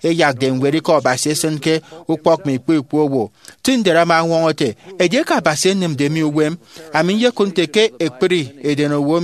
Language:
Efik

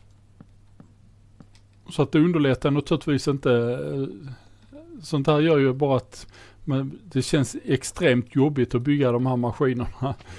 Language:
Swedish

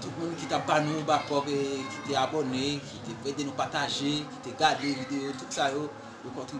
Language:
Haitian Creole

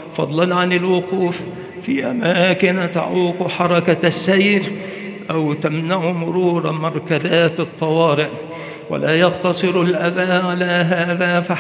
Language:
Arabic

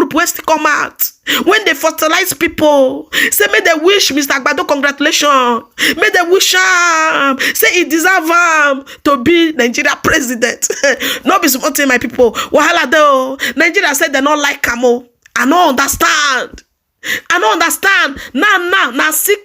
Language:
Nigerian Pidgin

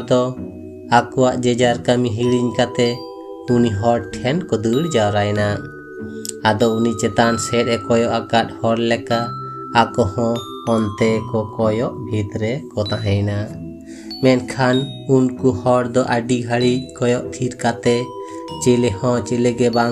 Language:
Santali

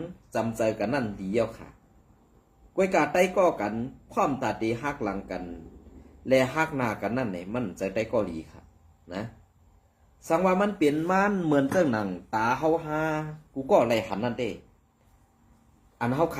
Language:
Shan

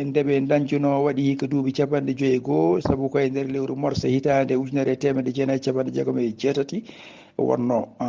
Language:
Fula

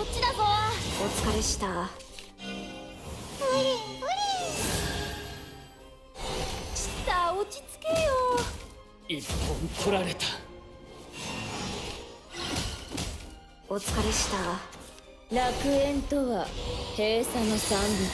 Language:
Japanese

